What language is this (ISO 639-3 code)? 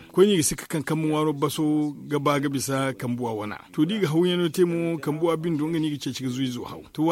dje